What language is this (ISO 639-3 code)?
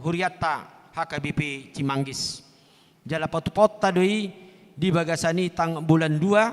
bbc